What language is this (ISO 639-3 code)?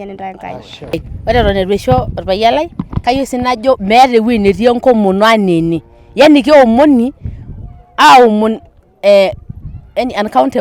mas